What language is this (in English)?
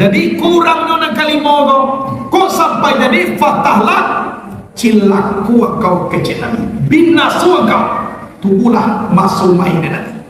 Minangkabau